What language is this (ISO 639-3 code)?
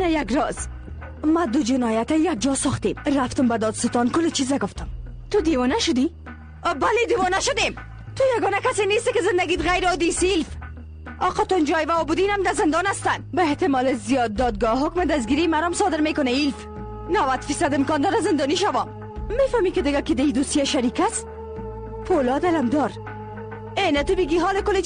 fas